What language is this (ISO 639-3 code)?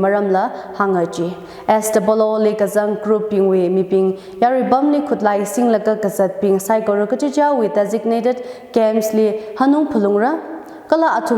nmf